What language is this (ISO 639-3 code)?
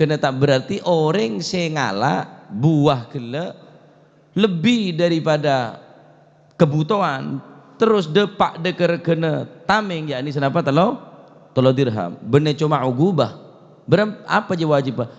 mad